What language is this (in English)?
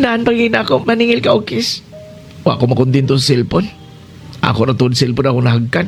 Cebuano